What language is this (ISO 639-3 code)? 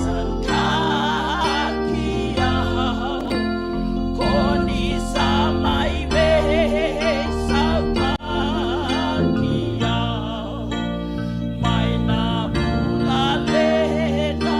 fij